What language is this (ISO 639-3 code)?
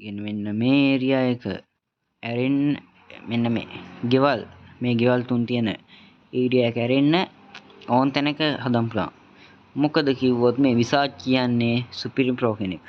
sin